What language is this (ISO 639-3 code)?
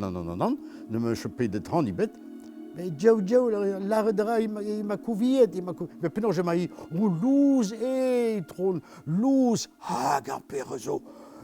bre